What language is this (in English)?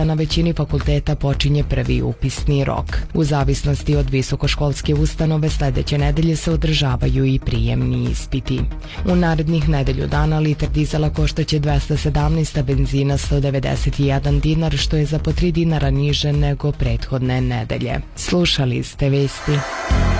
Serbian